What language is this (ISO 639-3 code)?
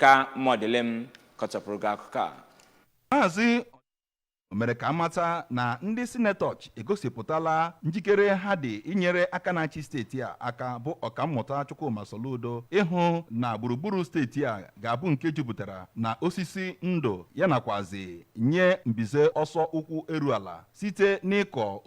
ibo